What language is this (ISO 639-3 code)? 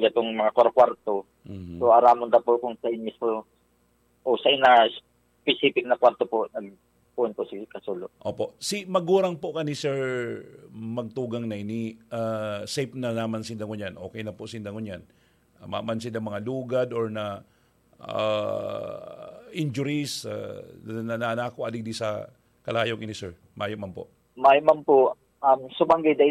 bik